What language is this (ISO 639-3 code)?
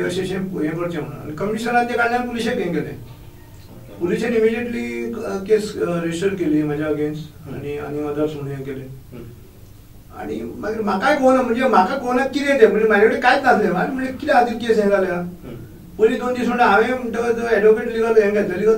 kok